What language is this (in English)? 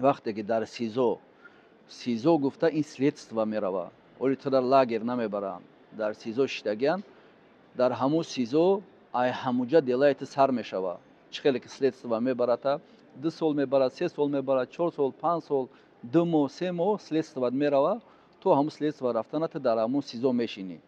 Tajik